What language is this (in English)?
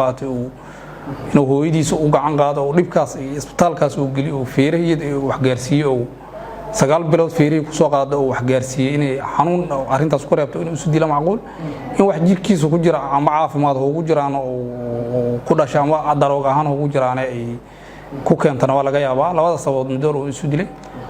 Somali